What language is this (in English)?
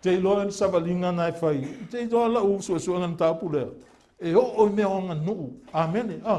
Samoan